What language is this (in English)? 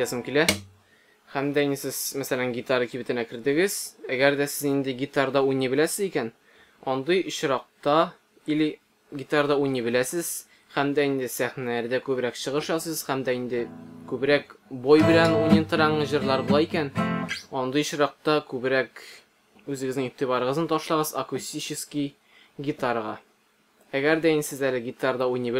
Tatar